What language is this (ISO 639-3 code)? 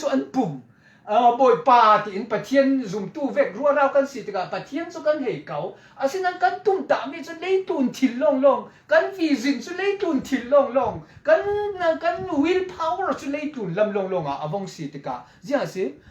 cfm